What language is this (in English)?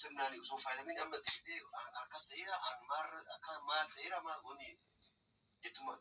Oromo